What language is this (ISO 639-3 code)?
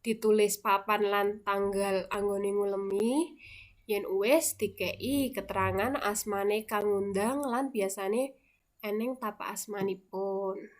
jav